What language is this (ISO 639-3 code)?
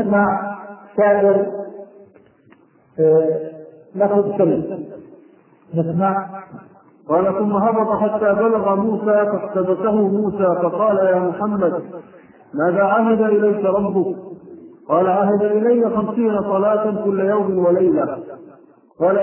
ara